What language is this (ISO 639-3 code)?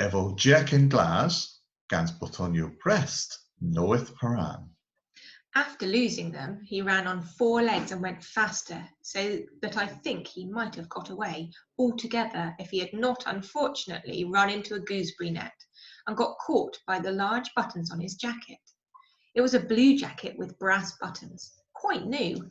cor